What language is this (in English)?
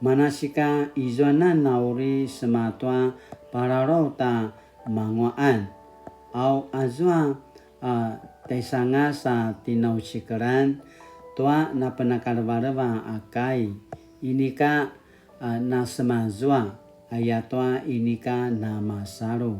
Paiwan